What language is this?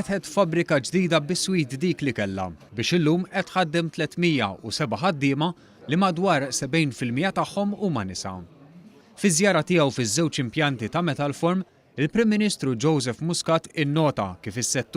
Maltese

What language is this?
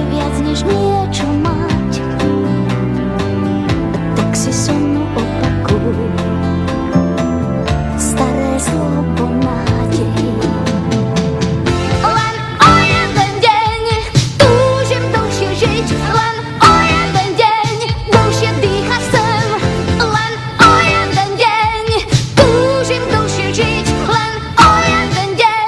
Slovak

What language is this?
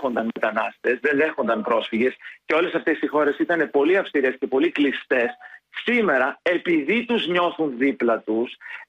Greek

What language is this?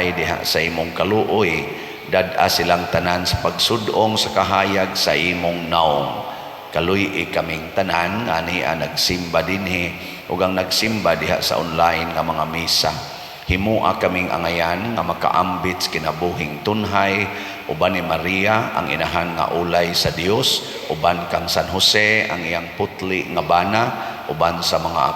Cebuano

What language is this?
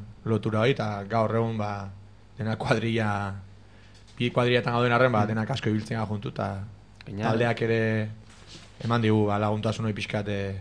Basque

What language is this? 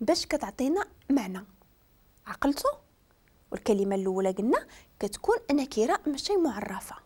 Moroccan Arabic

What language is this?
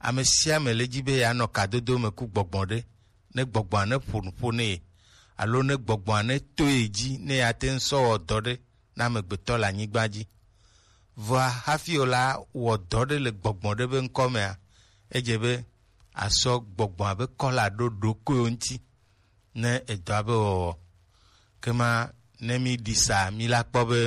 Gen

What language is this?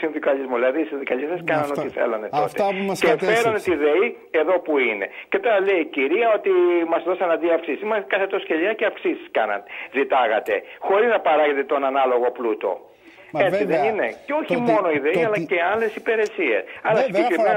Greek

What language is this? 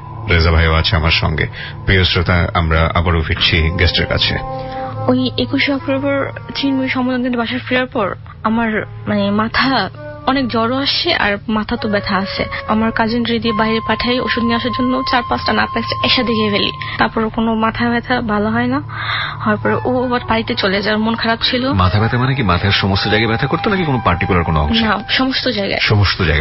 Bangla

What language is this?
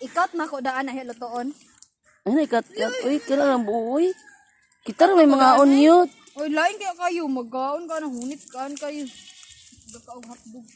Cebuano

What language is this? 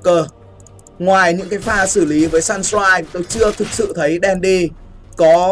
Vietnamese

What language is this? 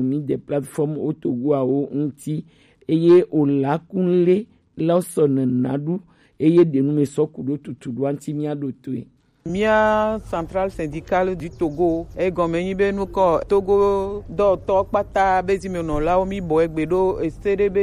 Gen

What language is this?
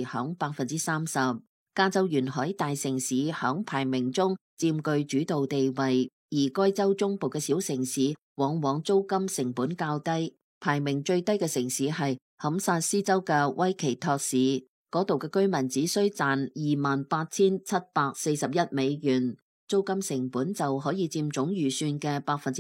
Cantonese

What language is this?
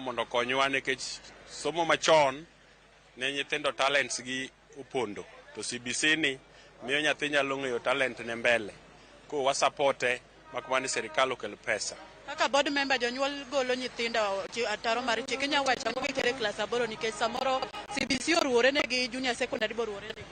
Luo (Kenya and Tanzania)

